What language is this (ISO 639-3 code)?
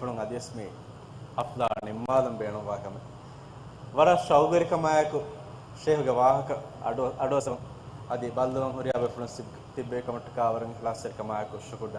div